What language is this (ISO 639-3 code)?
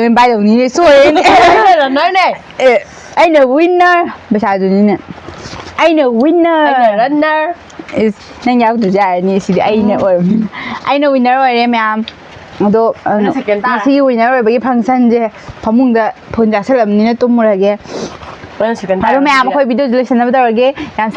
mni